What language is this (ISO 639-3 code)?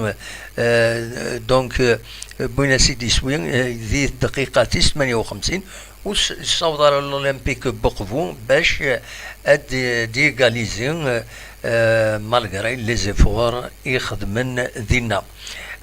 kab